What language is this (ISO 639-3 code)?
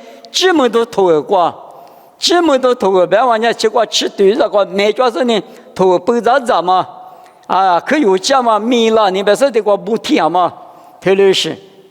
lis